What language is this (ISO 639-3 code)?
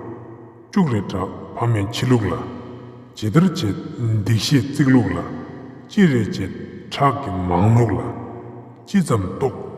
lbj